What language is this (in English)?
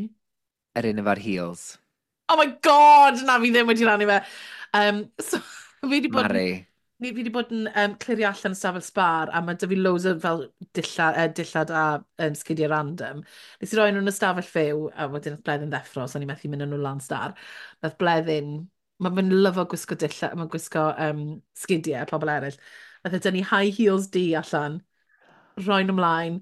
Welsh